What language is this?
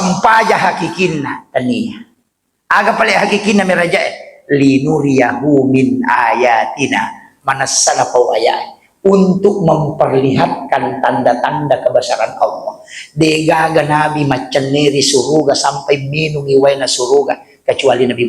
Buginese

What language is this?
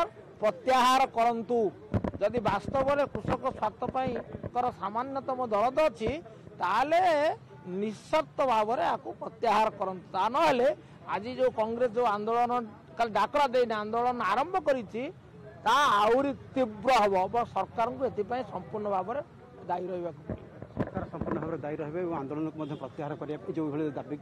Odia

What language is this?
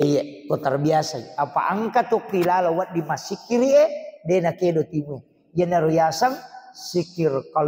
Buginese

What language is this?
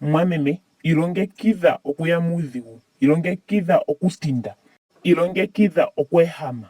Ndonga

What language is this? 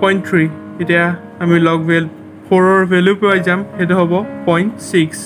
Assamese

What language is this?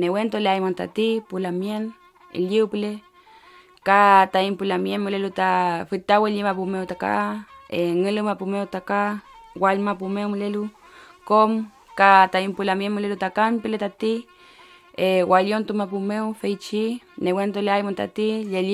Mapuche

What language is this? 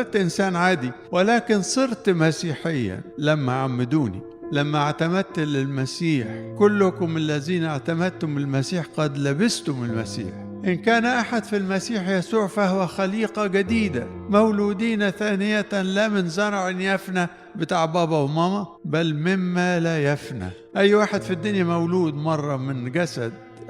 Egyptian Arabic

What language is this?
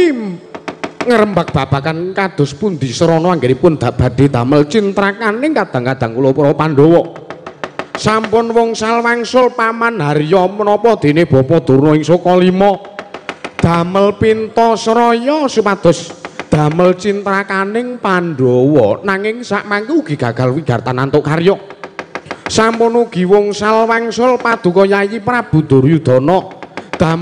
Javanese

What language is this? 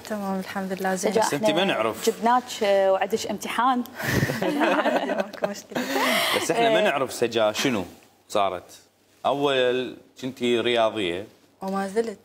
Mesopotamian Arabic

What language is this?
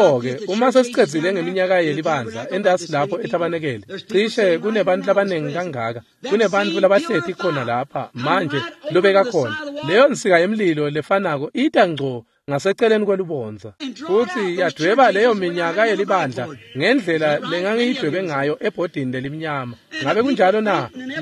Swati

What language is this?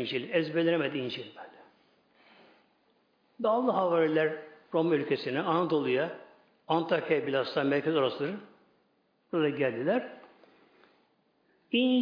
Turkish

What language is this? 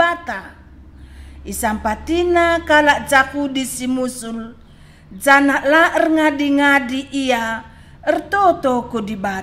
Batak Karo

